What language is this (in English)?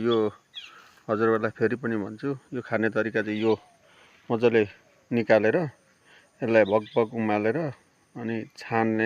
Nepali